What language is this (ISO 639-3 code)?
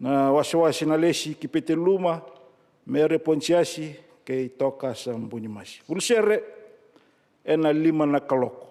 fij